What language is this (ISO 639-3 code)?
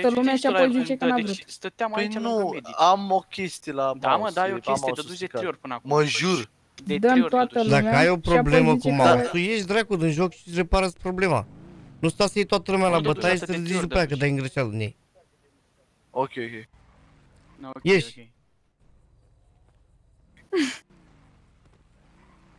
ron